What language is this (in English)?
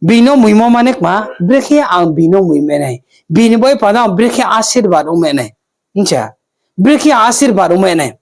Riang (India)